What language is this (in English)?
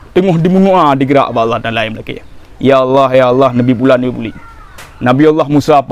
Achinese